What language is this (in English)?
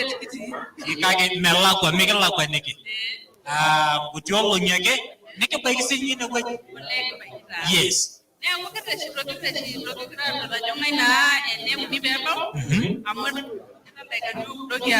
Masai